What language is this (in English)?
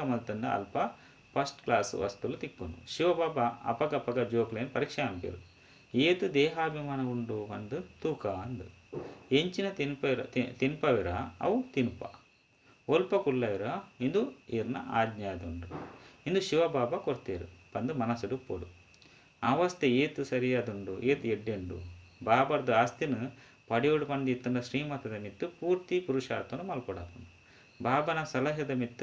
Tulu